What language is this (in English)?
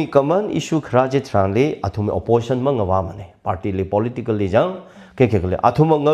Tangkhul Naga (India)